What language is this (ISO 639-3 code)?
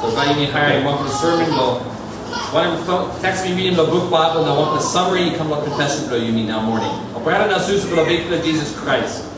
tpi